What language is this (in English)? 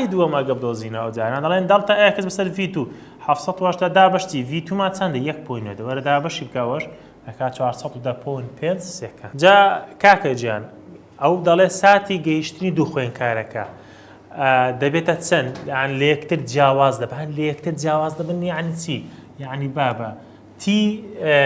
Central Kurdish